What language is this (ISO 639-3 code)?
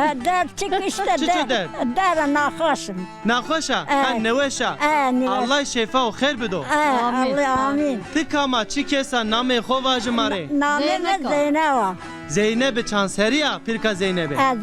zza